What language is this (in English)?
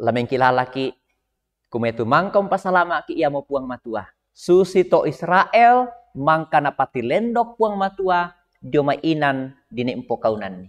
Toraja-Sa'dan